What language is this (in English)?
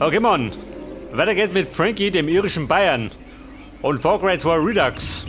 Bavarian